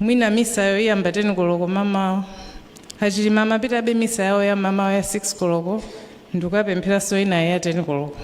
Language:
Nyanja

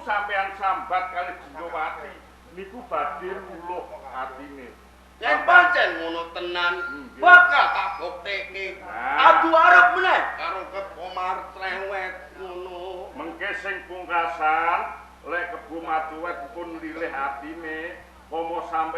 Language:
Javanese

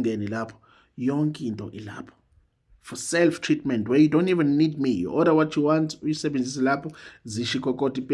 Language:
Zulu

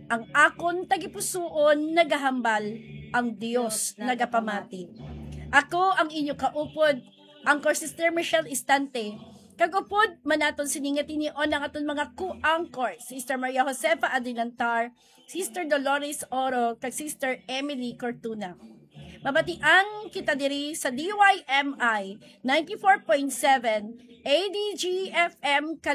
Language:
Hiligaynon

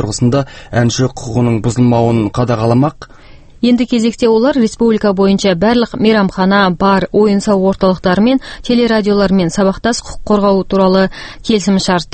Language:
Kazakh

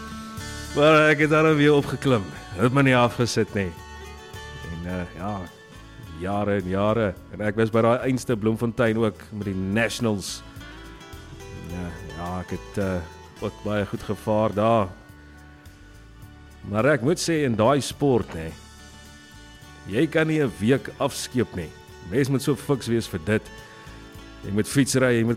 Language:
Afrikaans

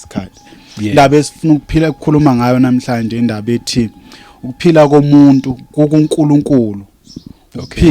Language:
Zulu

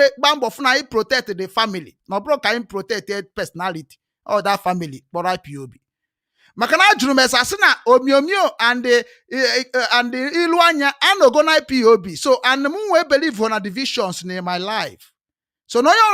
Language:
Igbo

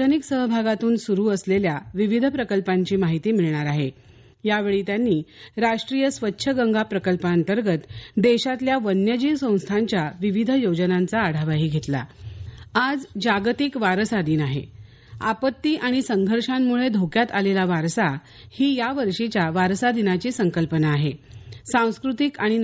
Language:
Marathi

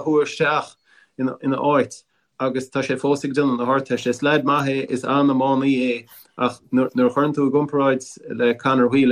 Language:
Irish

